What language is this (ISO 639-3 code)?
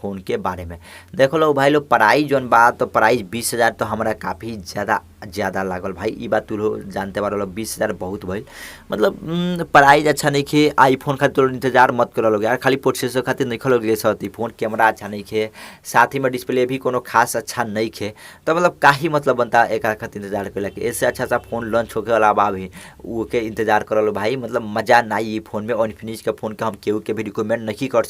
bho